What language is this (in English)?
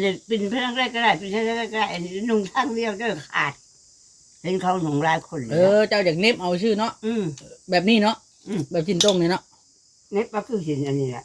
Northeastern Thai